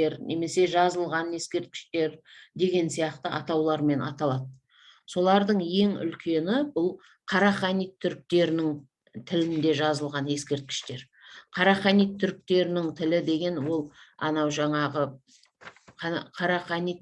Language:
Kazakh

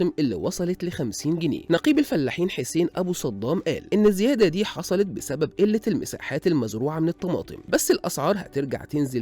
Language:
Egyptian Arabic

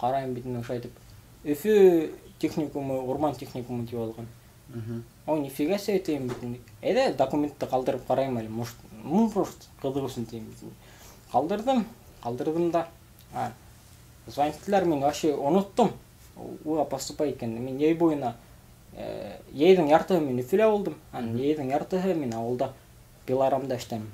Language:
Bashkir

